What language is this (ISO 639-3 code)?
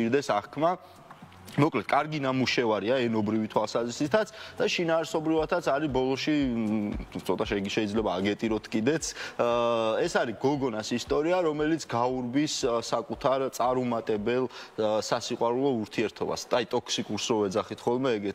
kat